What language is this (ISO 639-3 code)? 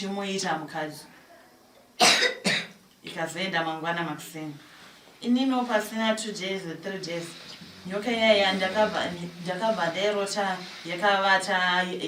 sna